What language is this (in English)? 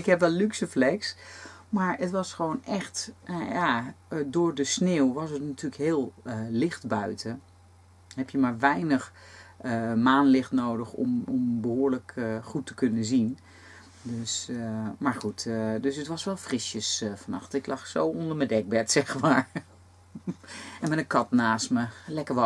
Dutch